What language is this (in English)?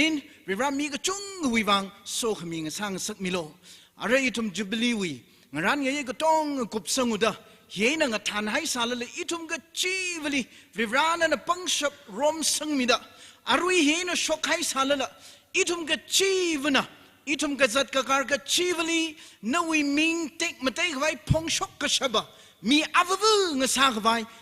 Tangkhul Naga (India)